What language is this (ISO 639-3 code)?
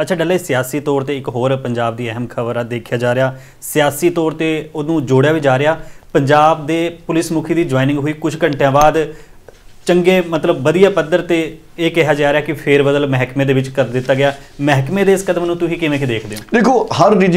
pan